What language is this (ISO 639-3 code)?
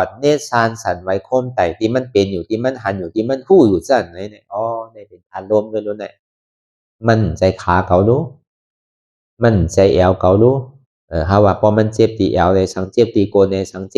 shn